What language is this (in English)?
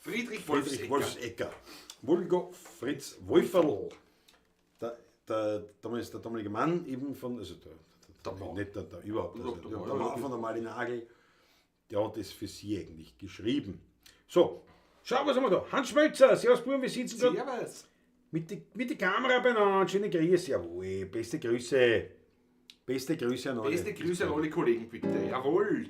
Bavarian